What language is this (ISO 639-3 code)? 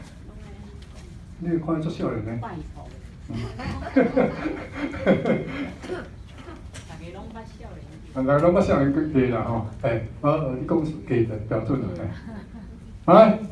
nan